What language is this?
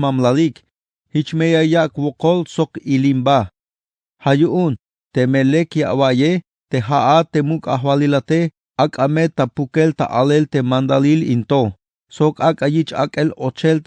Tzeltal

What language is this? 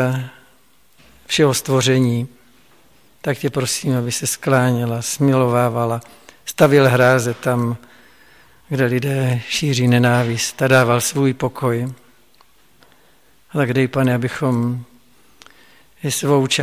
Czech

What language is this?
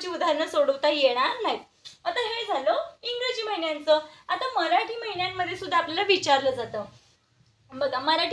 Marathi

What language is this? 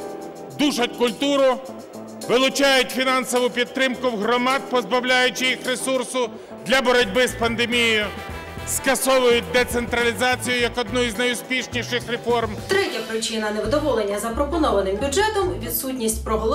Ukrainian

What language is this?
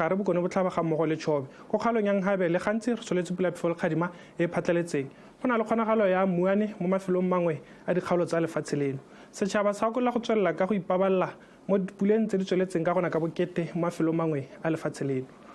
Tswana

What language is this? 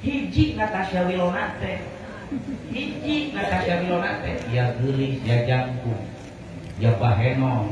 Sundanese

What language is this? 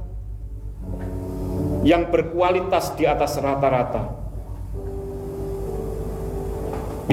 Indonesian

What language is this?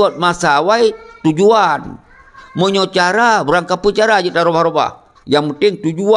Achinese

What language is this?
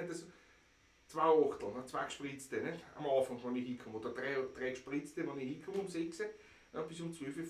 Bavarian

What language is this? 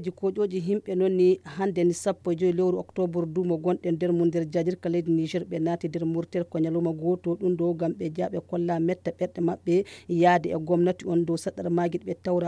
Nigerian Fulfulde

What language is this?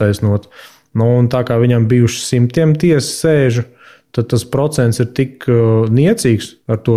Latvian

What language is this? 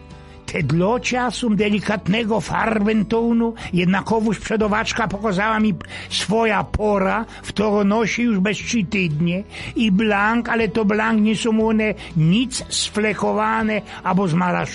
Silesian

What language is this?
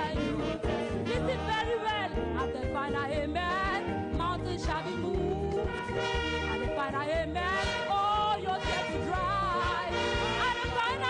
Ewe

